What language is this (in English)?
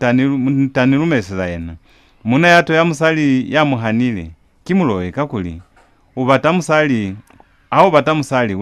Lozi